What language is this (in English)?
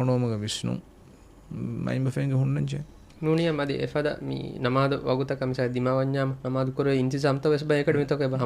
Divehi